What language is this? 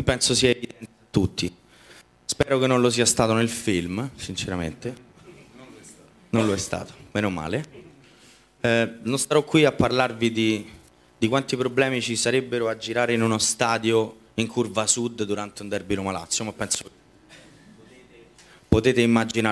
Italian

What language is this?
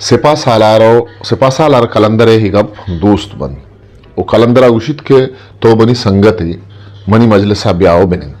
Eastern Balochi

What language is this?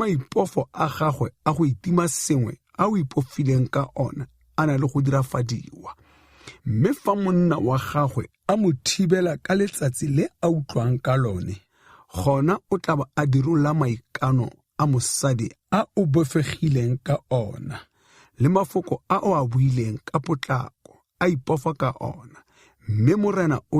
Tswana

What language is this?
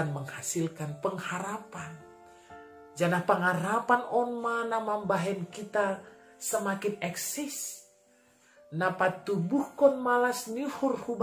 Batak Simalungun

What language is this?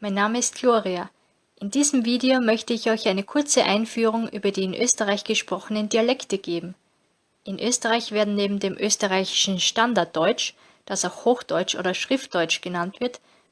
Bavarian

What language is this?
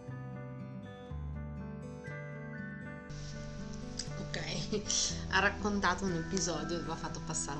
Italian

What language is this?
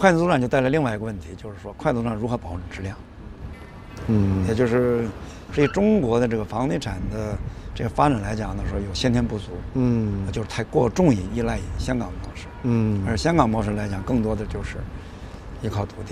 Chinese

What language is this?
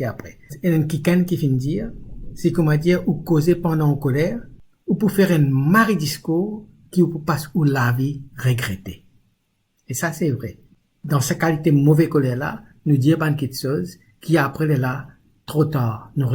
Morisyen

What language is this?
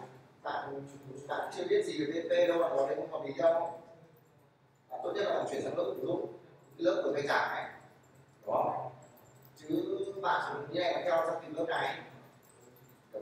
Vietnamese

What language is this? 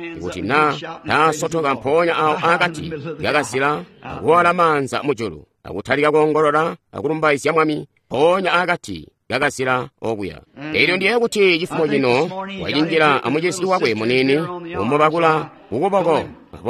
Tonga (Zambia)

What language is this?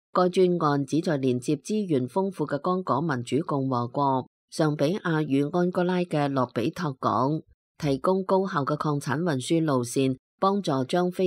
Cantonese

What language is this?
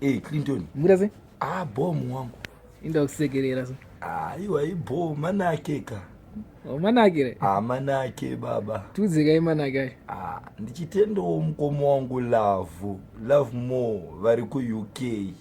Shona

